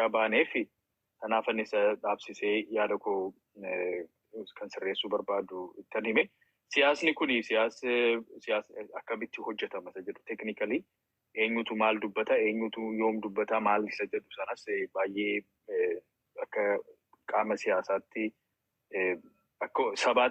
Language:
Oromo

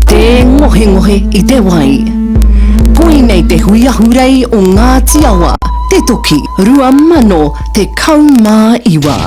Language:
Māori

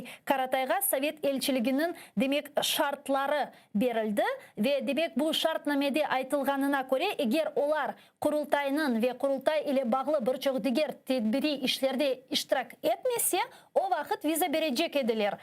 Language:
Crimean Tatar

